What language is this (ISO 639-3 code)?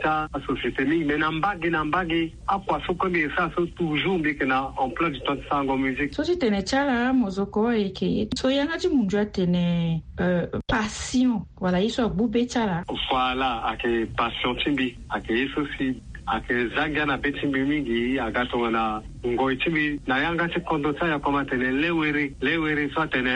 sag